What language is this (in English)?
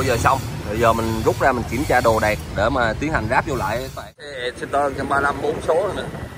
Vietnamese